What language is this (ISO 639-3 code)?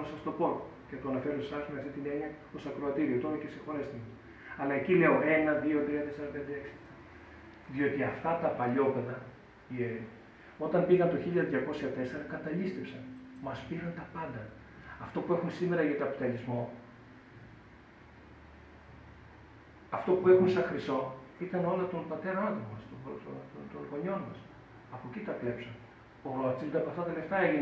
ell